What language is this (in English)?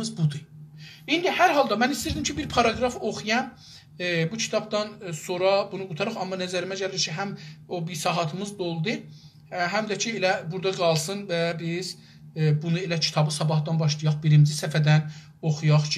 South Azerbaijani